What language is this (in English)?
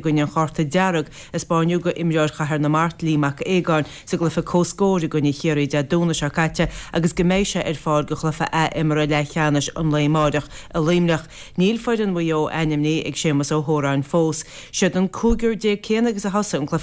Irish